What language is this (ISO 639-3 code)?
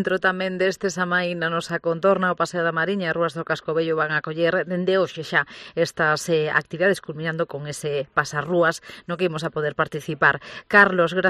glg